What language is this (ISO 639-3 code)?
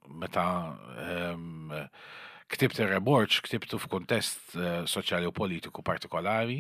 mlt